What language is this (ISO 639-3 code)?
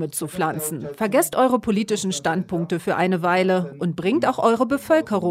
deu